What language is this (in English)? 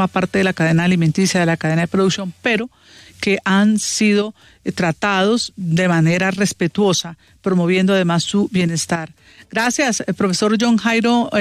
Spanish